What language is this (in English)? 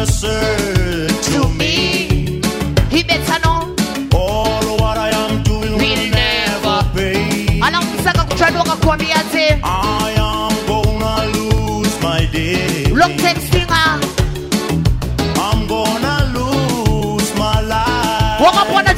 Swahili